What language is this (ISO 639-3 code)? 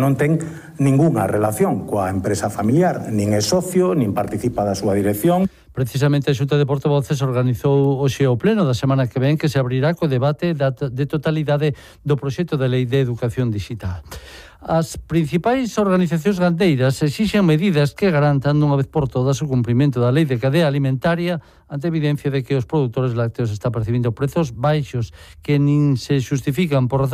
glg